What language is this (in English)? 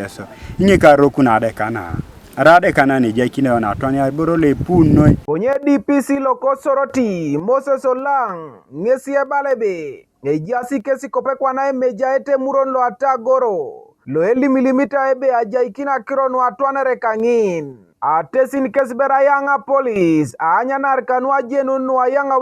Teso